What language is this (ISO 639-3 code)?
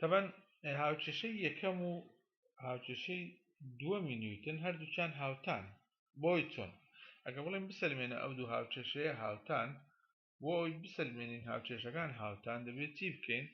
ckb